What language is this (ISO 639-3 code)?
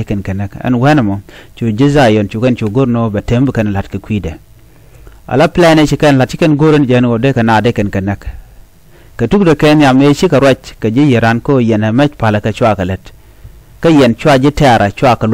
nus